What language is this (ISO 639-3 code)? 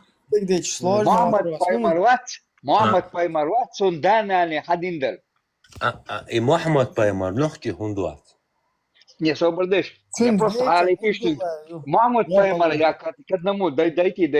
che